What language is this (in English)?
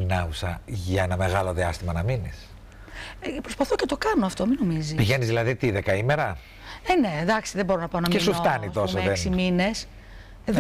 Greek